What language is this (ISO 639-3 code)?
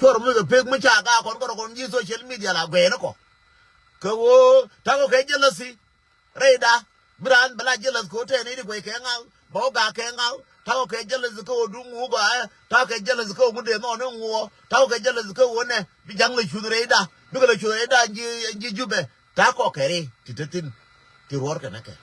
nus